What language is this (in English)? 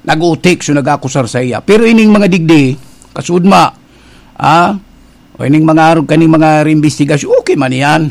Bikol